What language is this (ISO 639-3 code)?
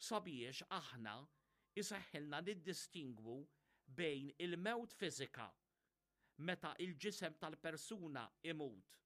mlt